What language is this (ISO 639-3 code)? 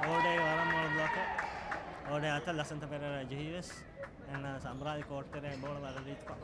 div